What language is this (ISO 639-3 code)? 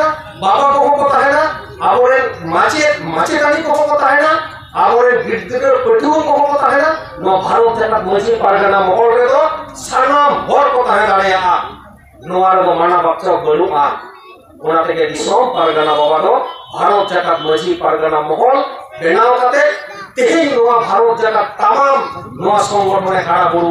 sat